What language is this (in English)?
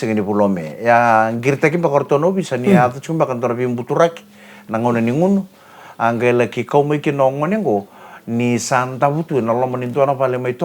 Fijian